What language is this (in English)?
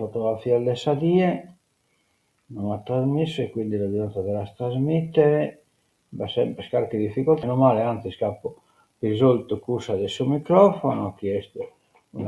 Sardinian